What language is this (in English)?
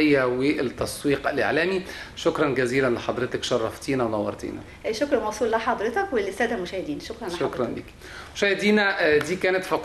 Egyptian Arabic